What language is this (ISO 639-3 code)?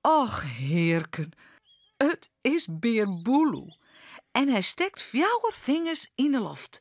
fry